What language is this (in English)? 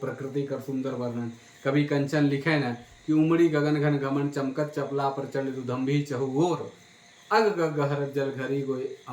Sadri